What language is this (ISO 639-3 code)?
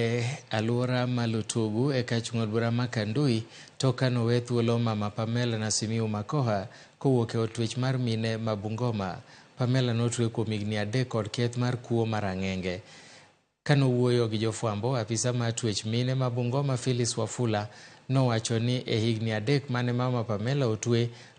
luo